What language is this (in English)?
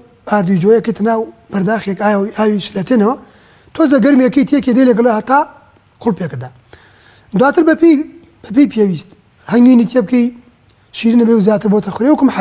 Central Kurdish